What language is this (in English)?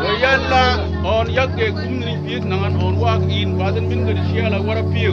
Mabaan